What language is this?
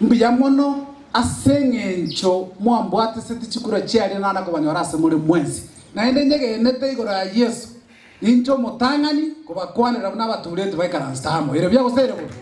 Gusii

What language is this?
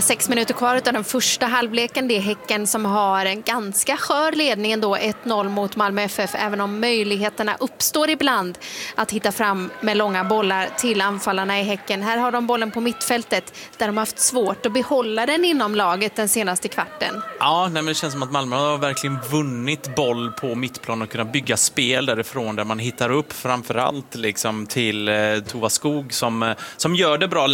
Swedish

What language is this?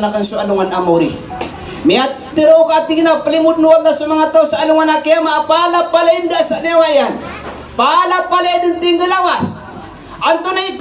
Maranao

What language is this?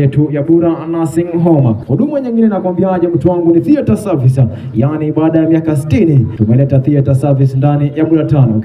Swahili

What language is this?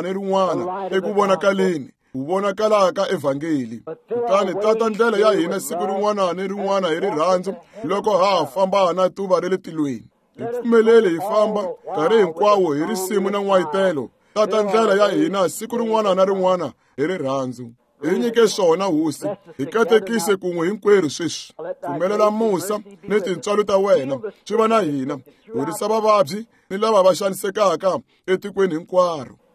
Tsonga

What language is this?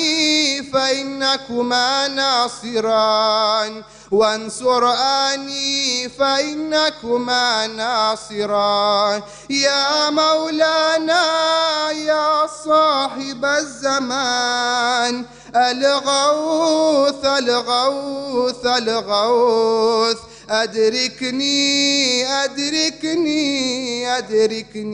Arabic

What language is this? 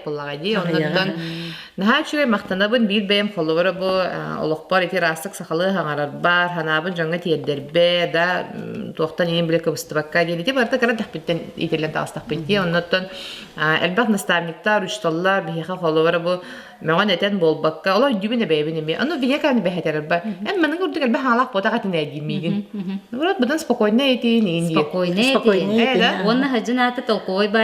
Yakut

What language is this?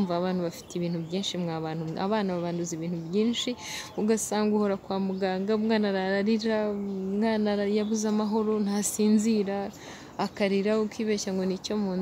Kinyarwanda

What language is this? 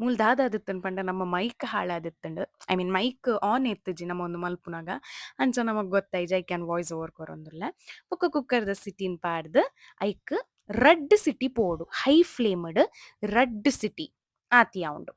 Tulu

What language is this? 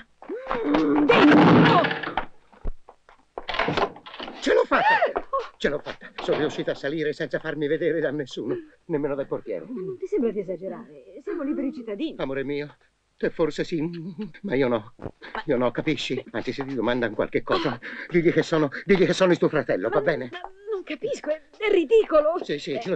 Italian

